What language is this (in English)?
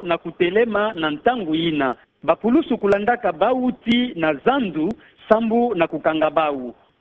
Kituba (Democratic Republic of Congo)